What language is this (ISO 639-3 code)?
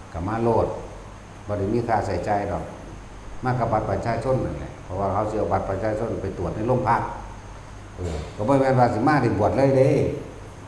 tts